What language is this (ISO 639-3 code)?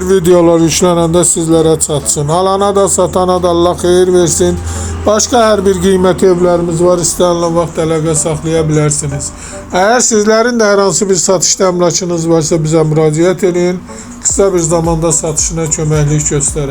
aze